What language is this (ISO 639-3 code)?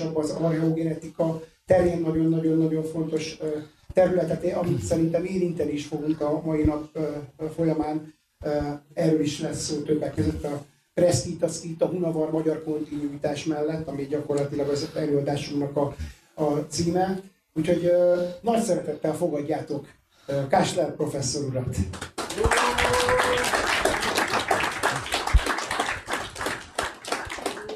hun